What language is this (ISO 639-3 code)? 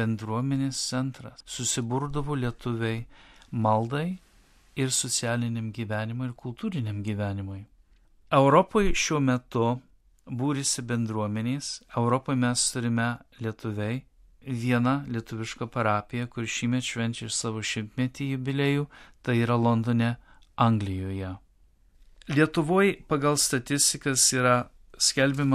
lit